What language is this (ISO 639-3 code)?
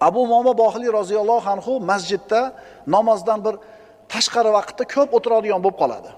uzb